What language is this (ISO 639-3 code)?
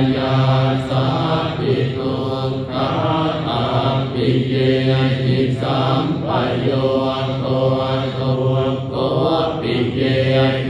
pli